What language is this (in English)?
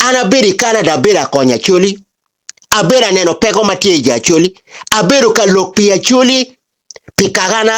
Acoli